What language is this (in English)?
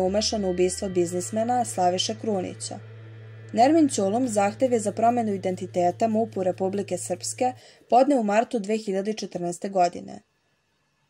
Serbian